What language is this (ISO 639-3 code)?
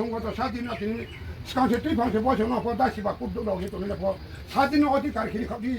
ria